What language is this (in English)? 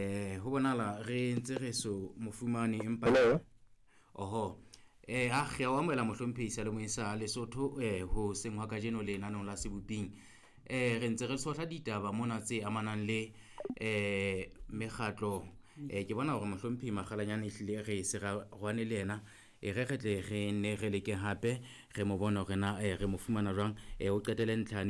Southern Sotho